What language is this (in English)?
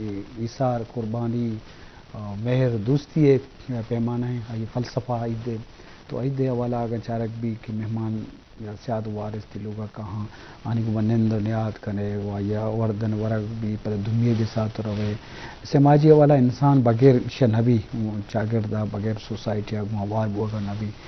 Eastern Balochi